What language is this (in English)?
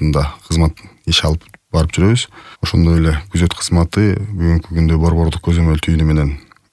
Kyrgyz